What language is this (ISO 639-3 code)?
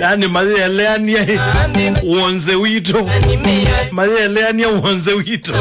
kam